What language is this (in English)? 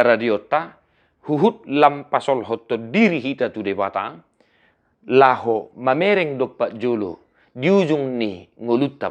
Batak Toba